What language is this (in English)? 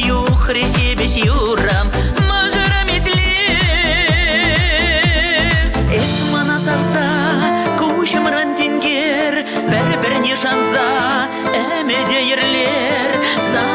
Chuvash